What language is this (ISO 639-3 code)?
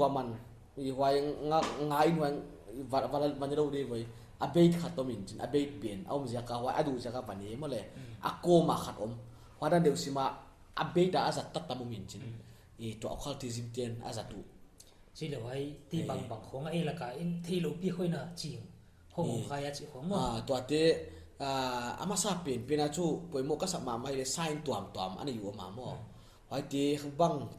pck